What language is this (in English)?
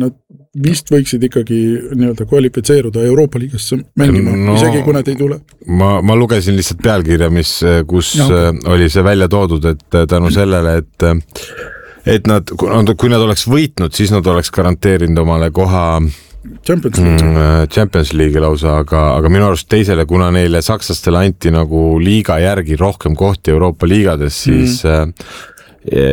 Estonian